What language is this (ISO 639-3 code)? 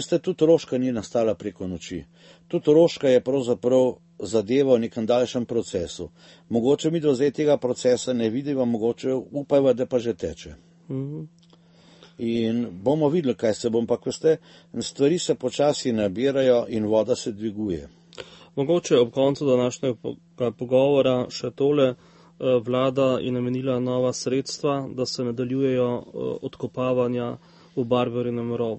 slv